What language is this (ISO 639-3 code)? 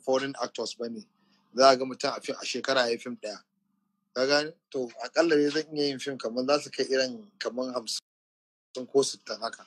hau